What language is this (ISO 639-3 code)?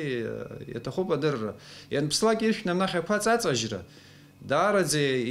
abk